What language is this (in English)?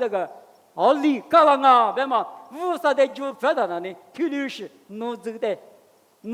Lisu